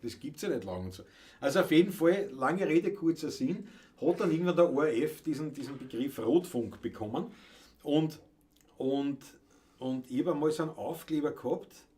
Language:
Bavarian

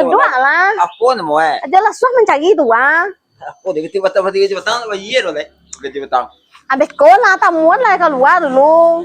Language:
Minangkabau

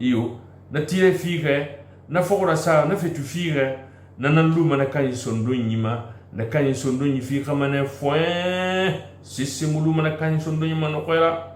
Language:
Susu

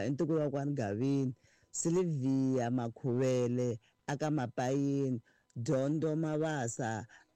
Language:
Tsonga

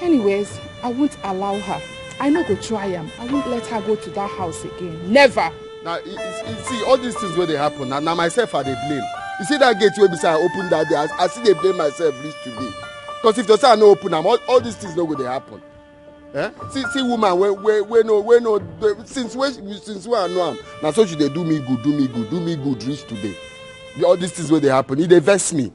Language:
Nigerian Pidgin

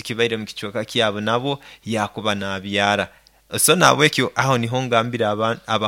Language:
Nyoro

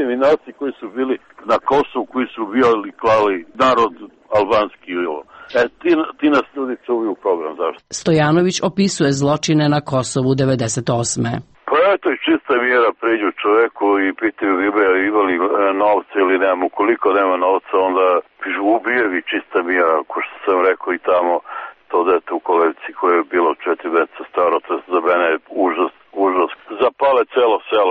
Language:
Serbian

